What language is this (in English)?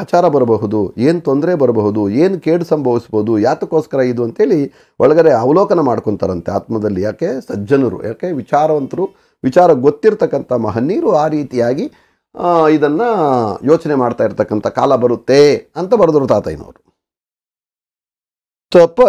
Kannada